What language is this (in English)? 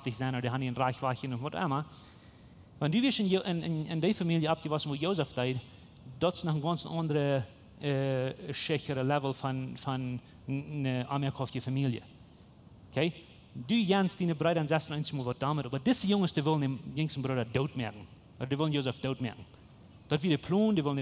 Plautdietsch